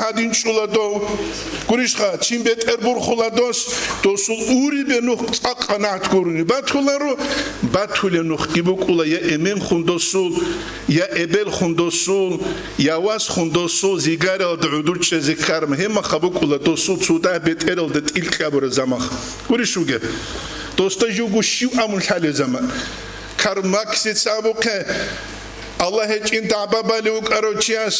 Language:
Avaric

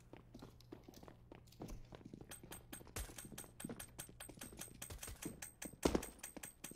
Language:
Romanian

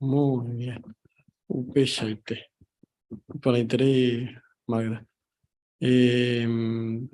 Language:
Guarani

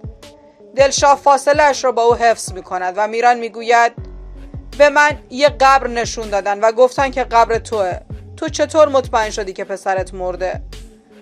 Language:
Persian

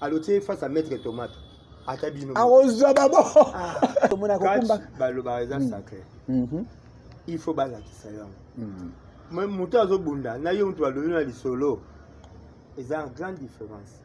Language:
Lingala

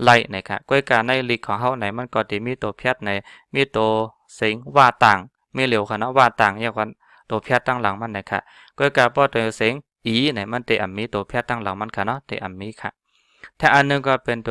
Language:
Shan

